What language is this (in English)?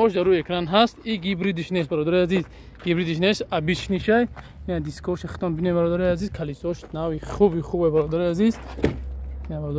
Tajik